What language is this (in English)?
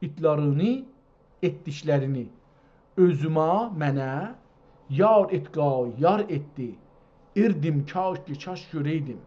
South Azerbaijani